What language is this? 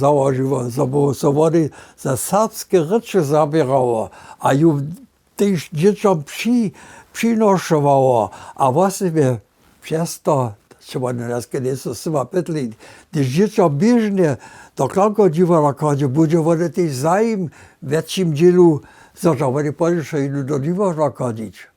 Upper Sorbian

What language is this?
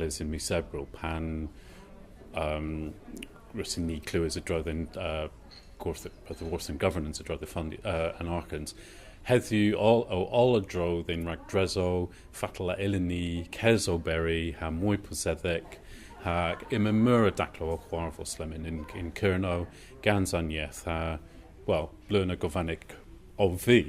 Cornish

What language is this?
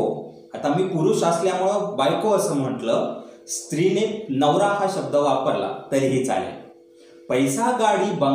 Marathi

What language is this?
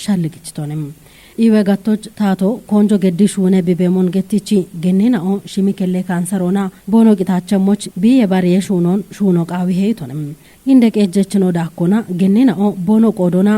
Kafa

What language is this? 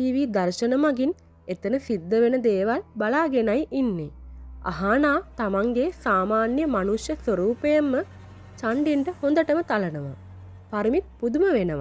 Sinhala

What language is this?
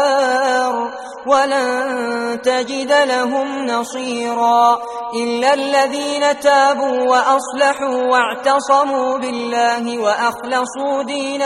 Arabic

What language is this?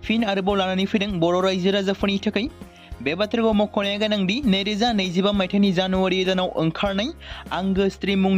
Bodo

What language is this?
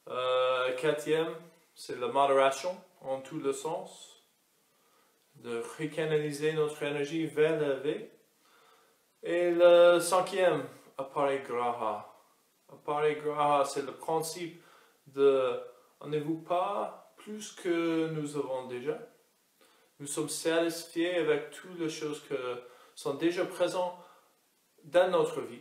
French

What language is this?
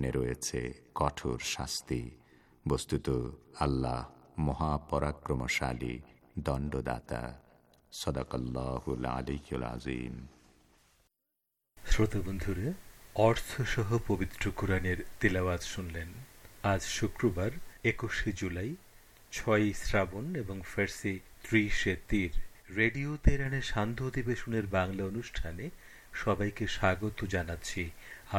Bangla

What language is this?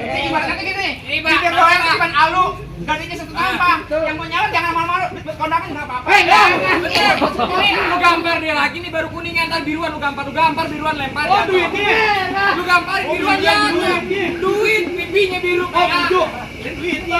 Betawi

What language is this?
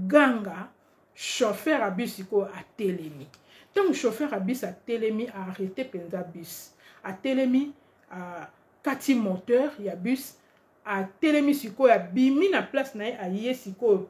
Lingala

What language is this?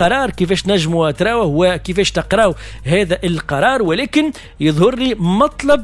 Tunisian Arabic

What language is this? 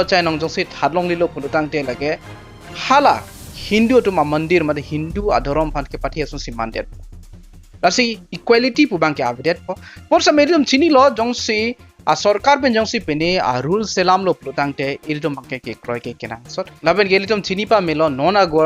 Karbi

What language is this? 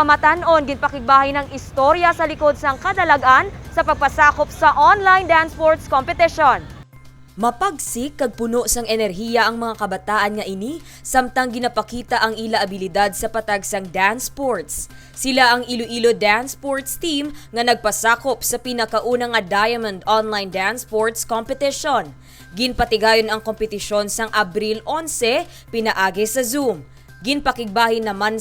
Hiligaynon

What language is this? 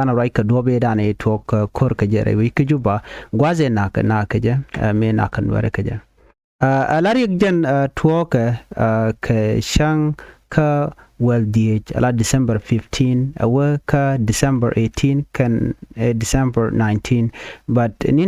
Nuer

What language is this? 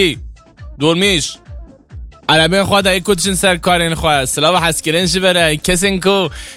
Zaza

